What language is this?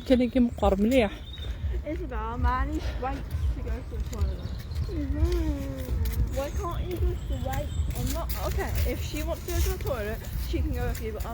Kabyle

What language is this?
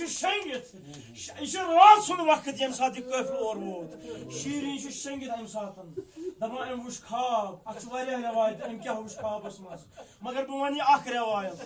Kashmiri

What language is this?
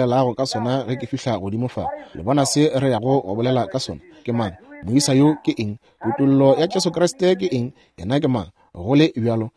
Northern Sotho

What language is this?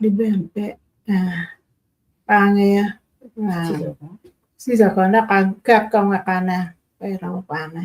Acoli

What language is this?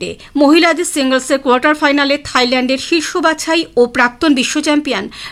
Bangla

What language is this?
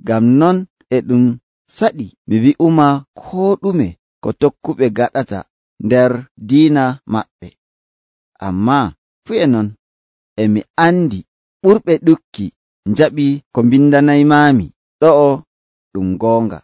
Nigerian Fulfulde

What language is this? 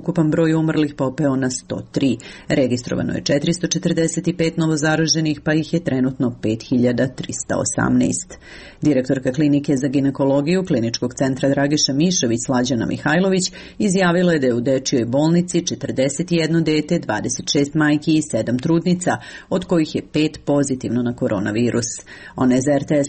Serbian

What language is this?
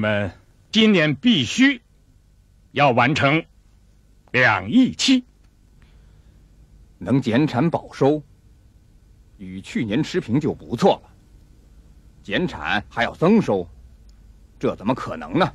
Chinese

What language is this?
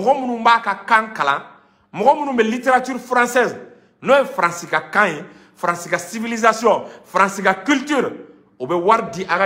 Bambara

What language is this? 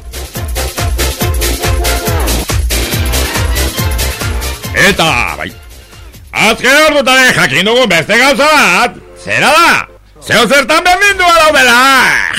Basque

